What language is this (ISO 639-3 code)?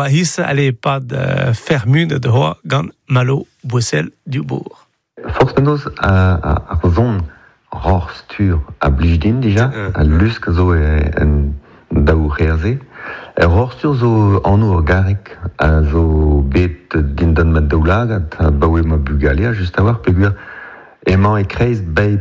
bre